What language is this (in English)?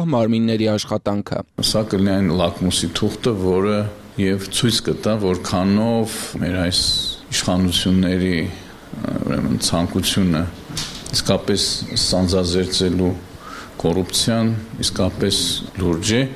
Armenian